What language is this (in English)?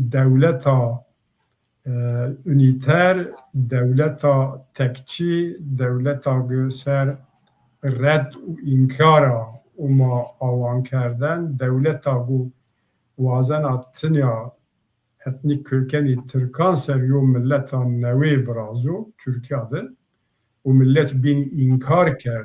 Zaza